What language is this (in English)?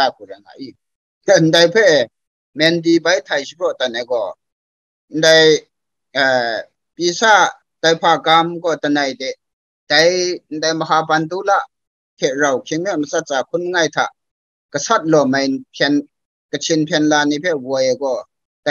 Kachin